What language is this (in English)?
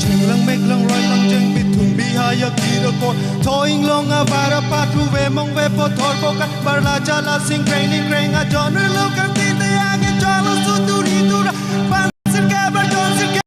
Karbi